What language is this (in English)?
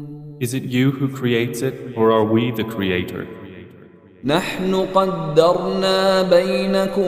Divehi